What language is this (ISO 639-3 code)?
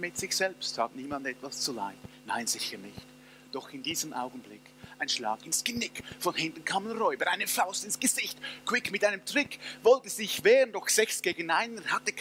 gsw